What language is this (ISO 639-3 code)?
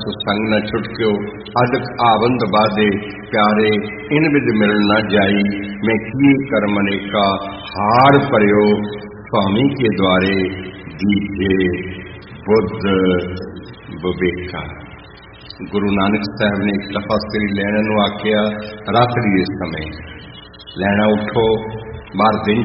pan